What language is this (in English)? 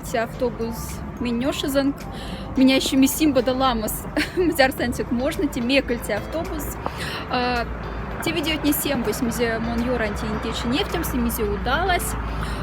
Moksha